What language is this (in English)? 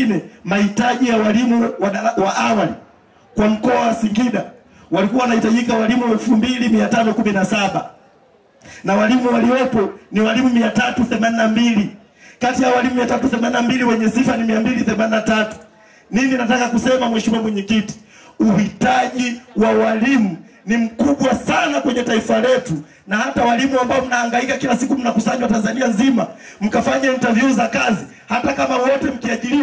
Swahili